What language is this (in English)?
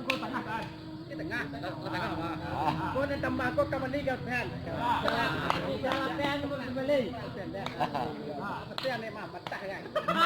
Minangkabau